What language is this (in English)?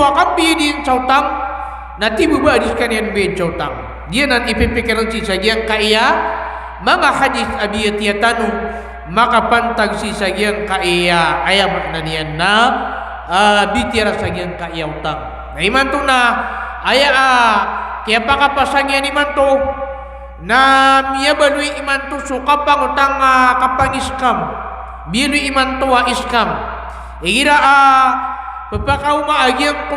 Maranao